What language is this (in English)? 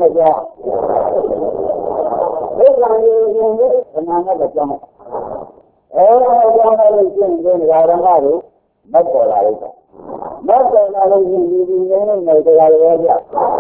Burmese